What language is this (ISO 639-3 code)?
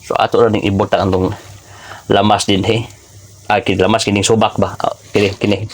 ceb